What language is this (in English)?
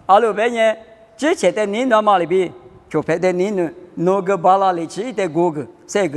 Lisu